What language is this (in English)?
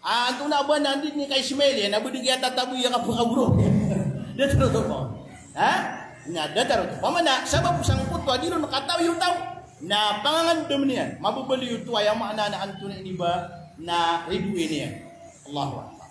Maranao